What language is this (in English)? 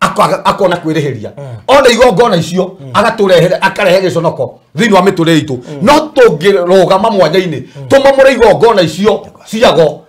Kikuyu